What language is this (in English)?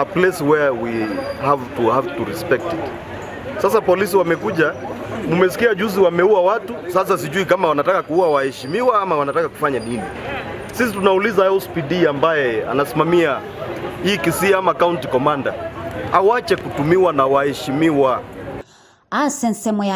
Gusii